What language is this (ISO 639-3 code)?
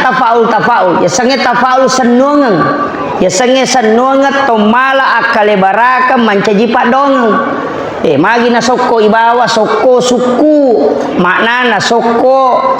bug